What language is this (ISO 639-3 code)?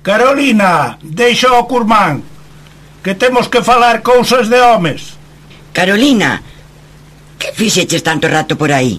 glg